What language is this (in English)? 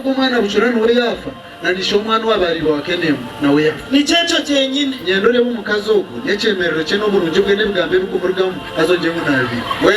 Nyankole